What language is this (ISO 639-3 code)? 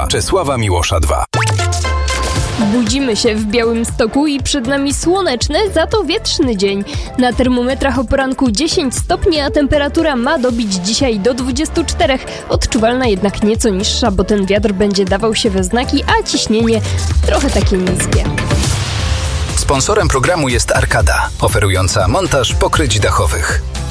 pol